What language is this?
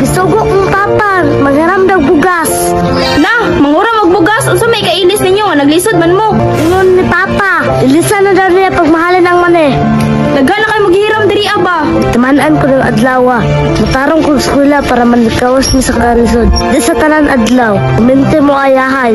Cebuano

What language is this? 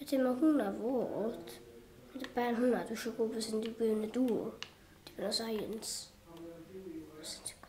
Welsh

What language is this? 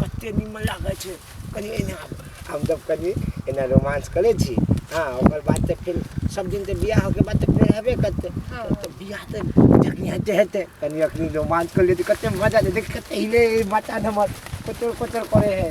Maithili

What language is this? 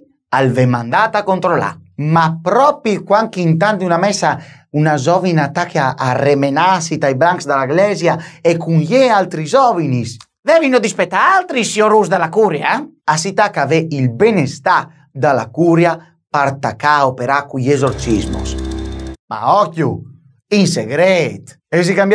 Friulian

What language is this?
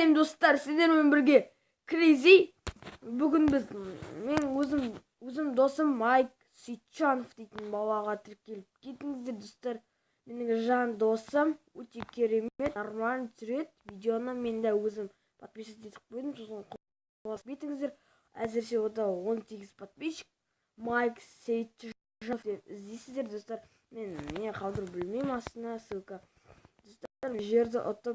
Kazakh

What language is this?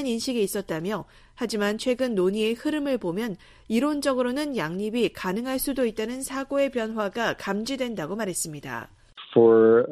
Korean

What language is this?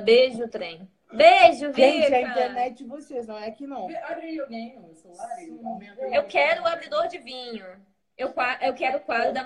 Portuguese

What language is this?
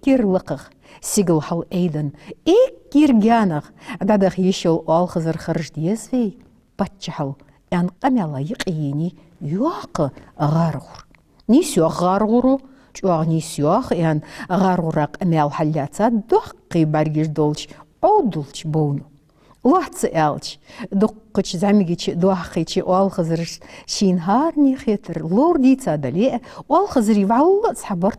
Ingush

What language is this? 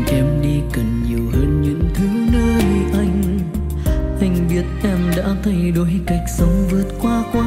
Vietnamese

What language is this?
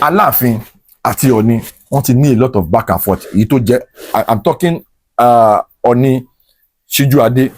Yoruba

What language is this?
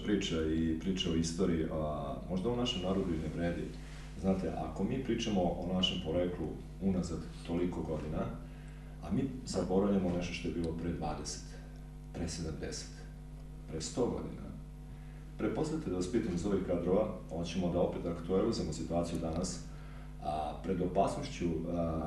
Serbian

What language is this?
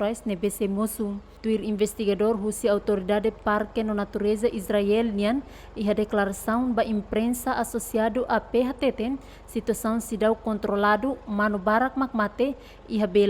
Tetum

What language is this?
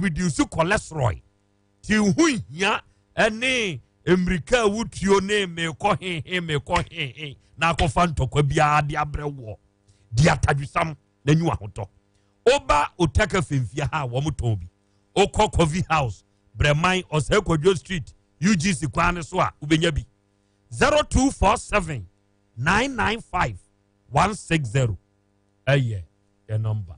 Akan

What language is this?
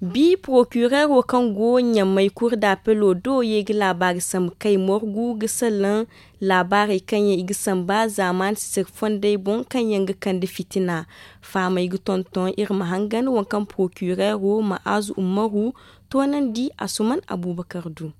Zarma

